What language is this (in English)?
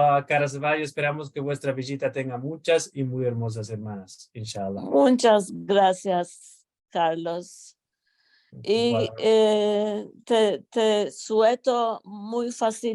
Ladino